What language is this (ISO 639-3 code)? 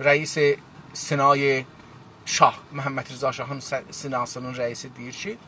azb